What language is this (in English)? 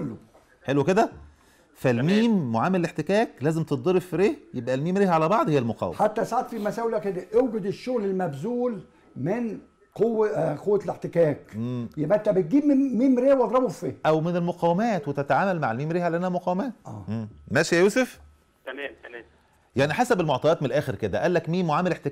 Egyptian Arabic